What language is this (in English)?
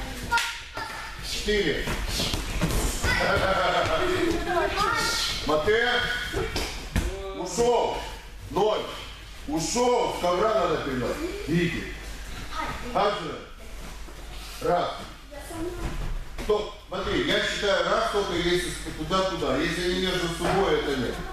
Russian